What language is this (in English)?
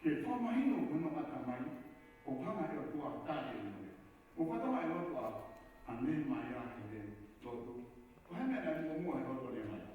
Tongan